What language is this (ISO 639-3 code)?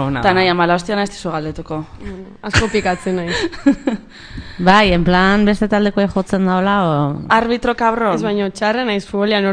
eus